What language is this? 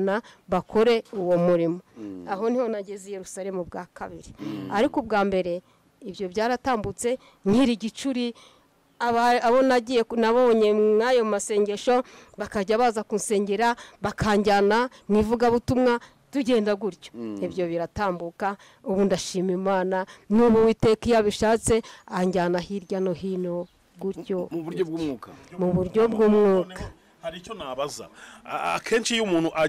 Kinyarwanda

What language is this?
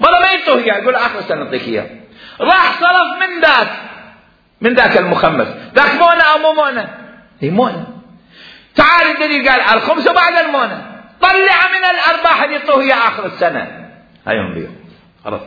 Mesopotamian Arabic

